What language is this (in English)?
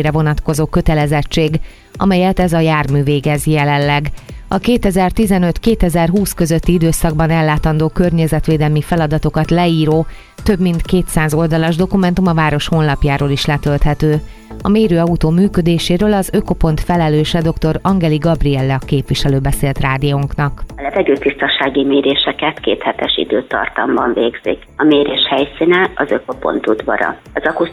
Hungarian